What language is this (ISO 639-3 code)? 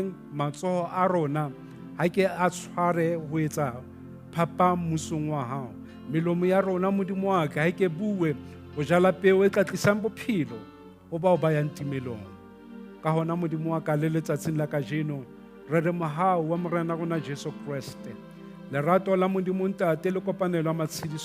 sot